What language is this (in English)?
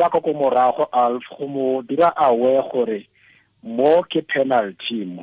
Tswana